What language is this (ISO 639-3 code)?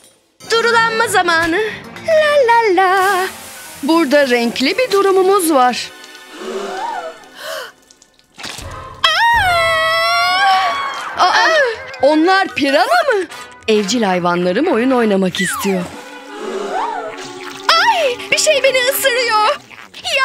tur